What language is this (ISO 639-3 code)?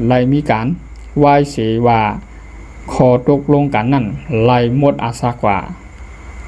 shn